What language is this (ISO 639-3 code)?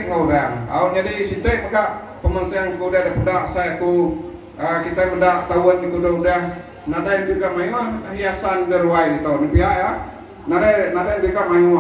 iba